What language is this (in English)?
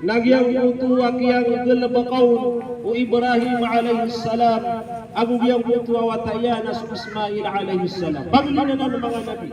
Maranao